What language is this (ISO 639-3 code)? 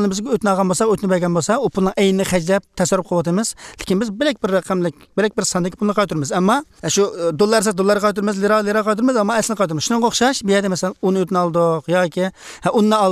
uig